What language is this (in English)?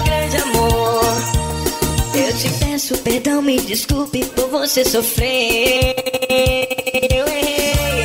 Portuguese